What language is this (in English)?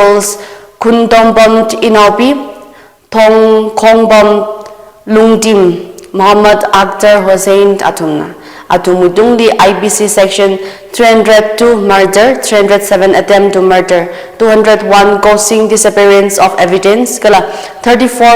Tangkhul Naga (India)